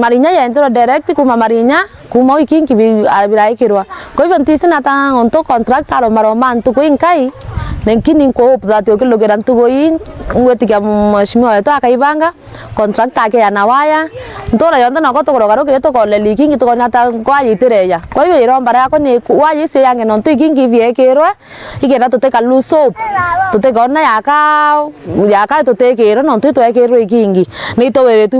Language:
Meru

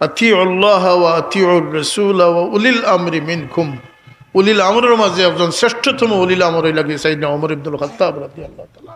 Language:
Sylheti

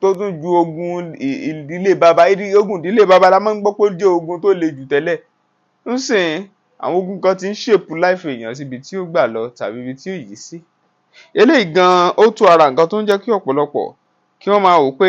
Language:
Yoruba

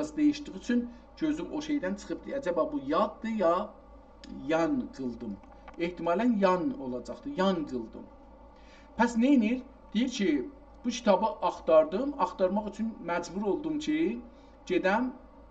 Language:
South Azerbaijani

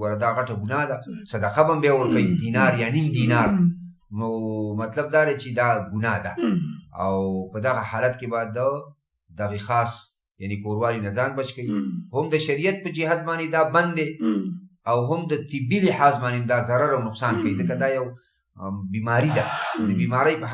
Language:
Pashto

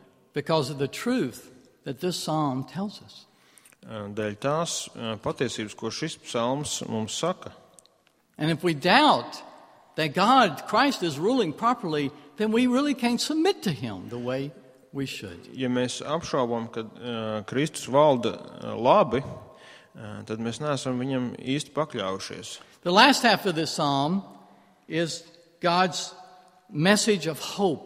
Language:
Latvian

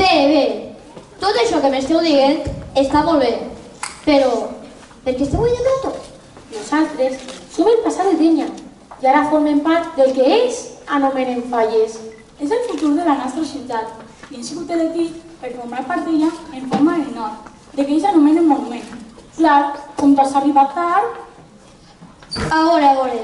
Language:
Catalan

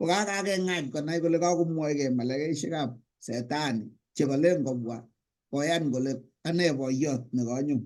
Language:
Kalenjin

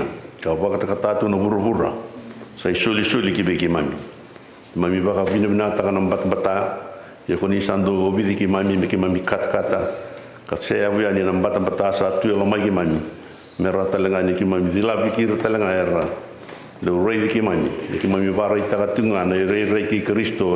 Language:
Fijian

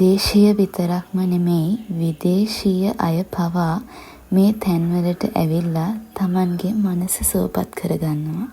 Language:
Sinhala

